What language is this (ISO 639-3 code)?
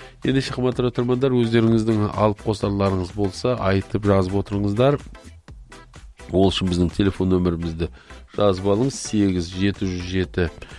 kaz